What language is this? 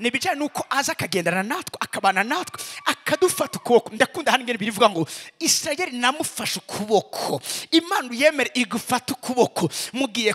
Rundi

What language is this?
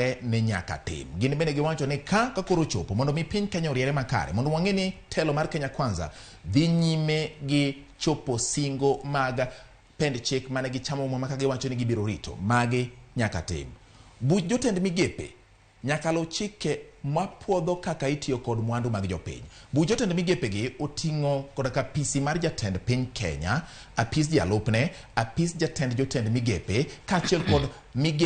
Luo (Kenya and Tanzania)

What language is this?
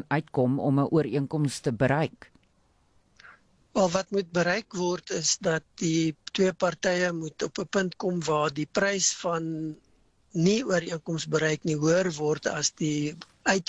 Afrikaans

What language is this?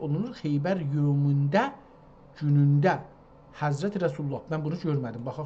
South Azerbaijani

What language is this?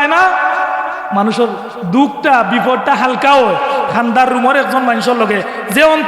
Sylheti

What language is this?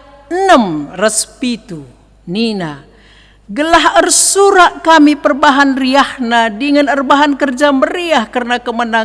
Batak Karo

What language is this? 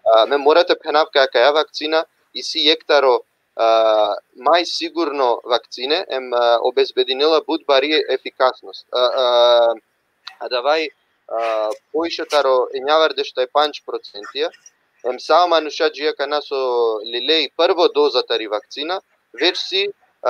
Balkan Romani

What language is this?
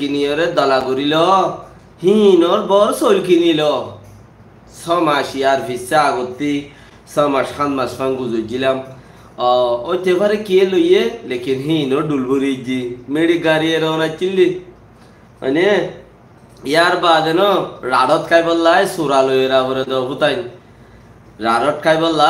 Rohingya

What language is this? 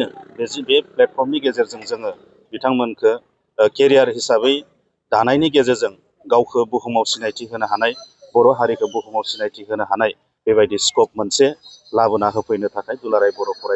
Bodo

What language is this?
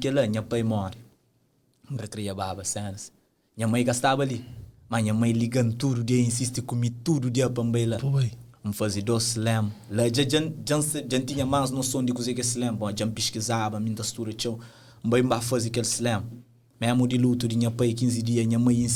Kabuverdianu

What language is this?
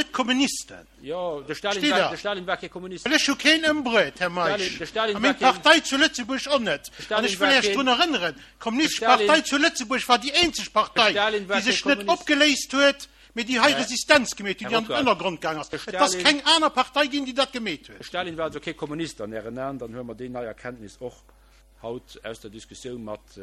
Luxembourgish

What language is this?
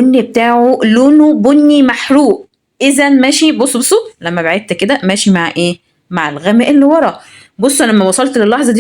Egyptian Arabic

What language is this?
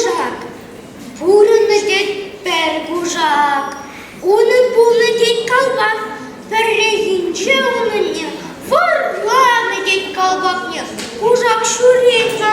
Chuvash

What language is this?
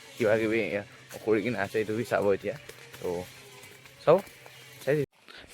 Naga Pidgin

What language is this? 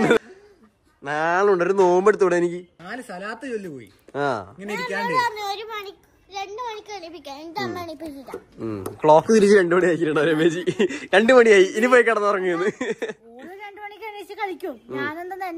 Malayalam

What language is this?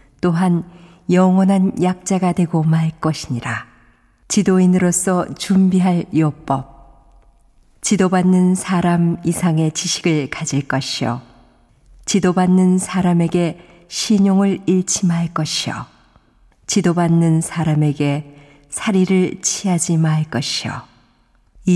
Korean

